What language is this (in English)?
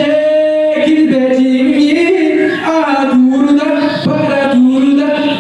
Yakut